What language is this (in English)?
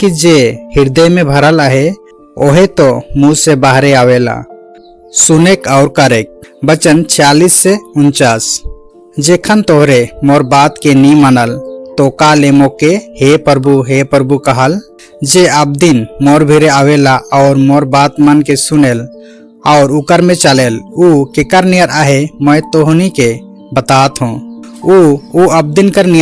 Sadri